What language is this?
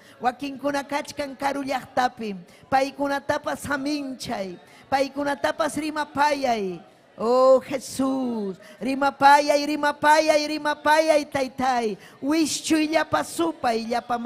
Ayacucho Quechua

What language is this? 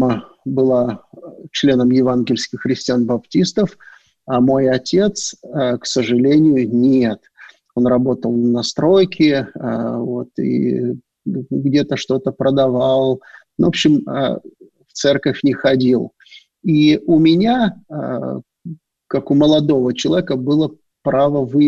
Russian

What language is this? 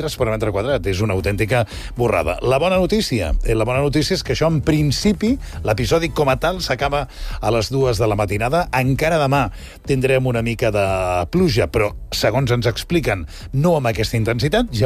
Catalan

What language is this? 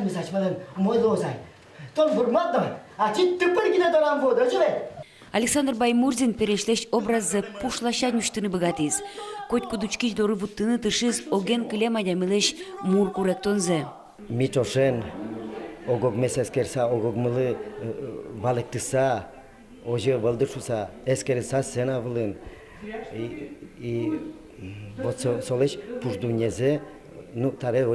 Udmurt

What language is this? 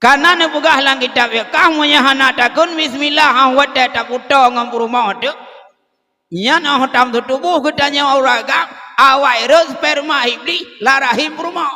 Achinese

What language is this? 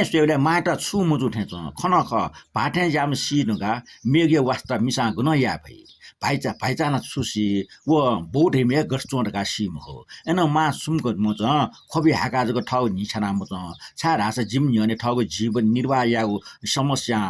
Newari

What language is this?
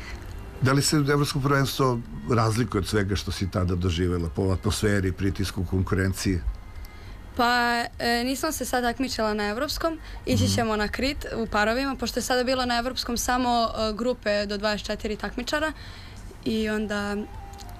Serbian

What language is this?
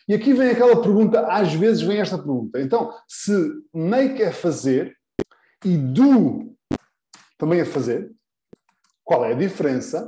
Portuguese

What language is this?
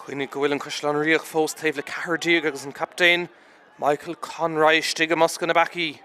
Irish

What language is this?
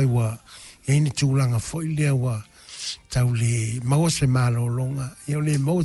Samoan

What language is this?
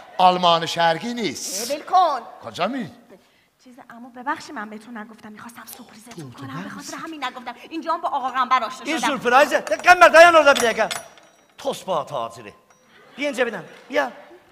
South Azerbaijani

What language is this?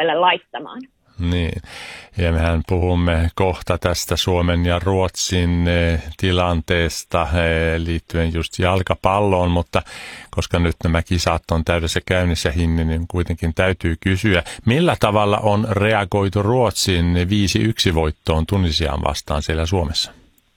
Finnish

